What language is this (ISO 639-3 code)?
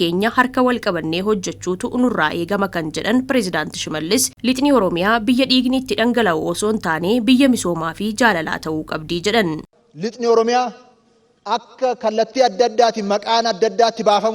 orm